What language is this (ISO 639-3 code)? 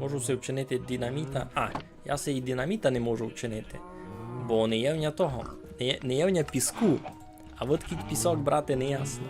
rue